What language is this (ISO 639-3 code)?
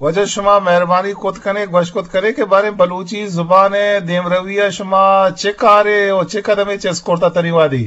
bgp